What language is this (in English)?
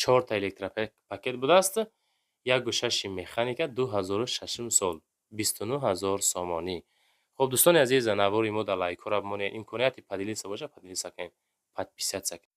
Tajik